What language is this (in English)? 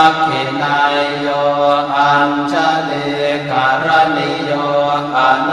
Pali